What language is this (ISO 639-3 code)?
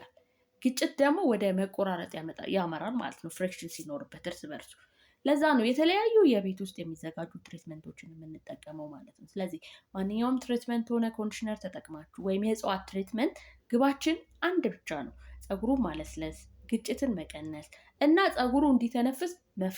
amh